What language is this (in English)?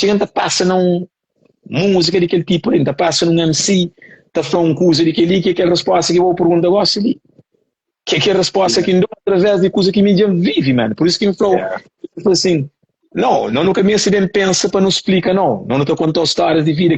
Kabuverdianu